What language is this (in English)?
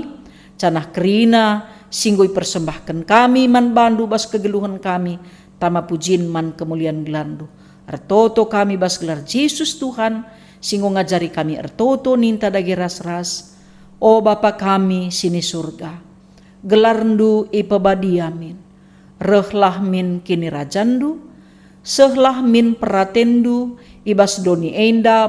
Batak Karo